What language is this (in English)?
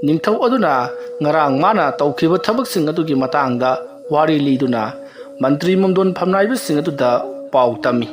Manipuri